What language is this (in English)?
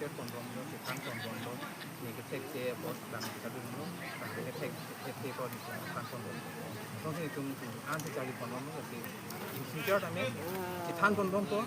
Karbi